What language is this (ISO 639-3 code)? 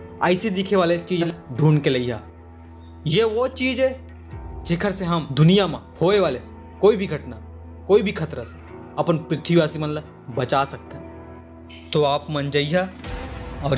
hne